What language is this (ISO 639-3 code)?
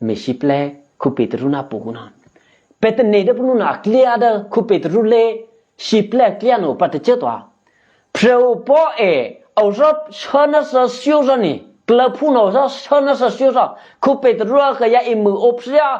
eky